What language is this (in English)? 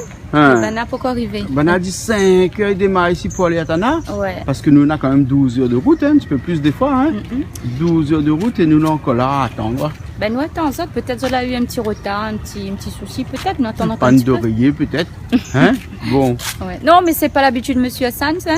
Réunion Creole French